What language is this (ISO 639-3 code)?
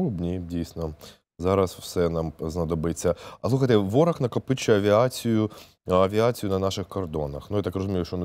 ukr